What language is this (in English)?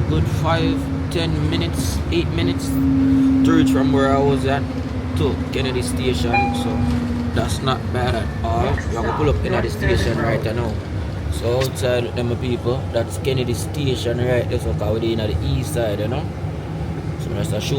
Jamaican Creole English